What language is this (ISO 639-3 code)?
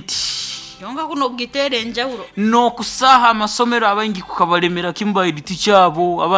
nyn